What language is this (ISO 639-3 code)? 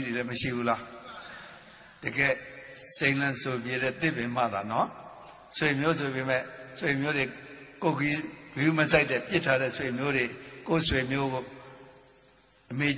mya